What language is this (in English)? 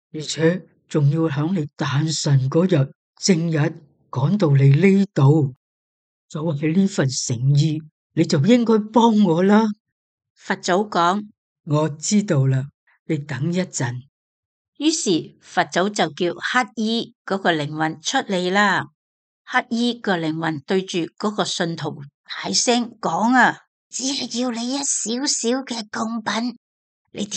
Cantonese